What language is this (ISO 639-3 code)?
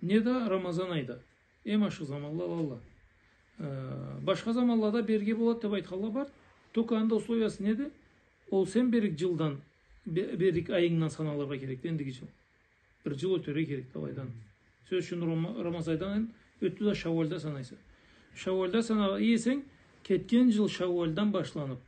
krc